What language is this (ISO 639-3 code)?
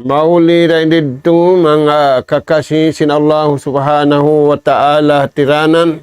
tsg